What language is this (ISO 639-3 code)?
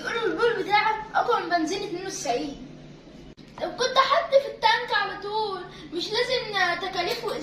arz